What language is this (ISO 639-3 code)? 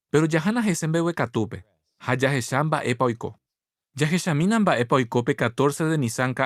grn